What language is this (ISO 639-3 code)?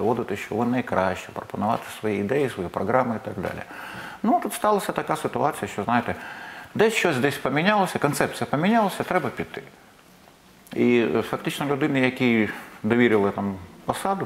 ukr